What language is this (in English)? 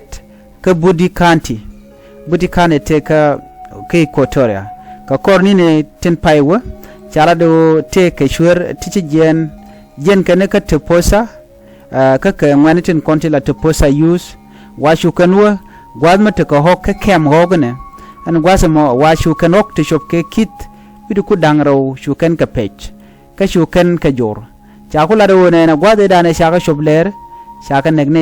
Nuer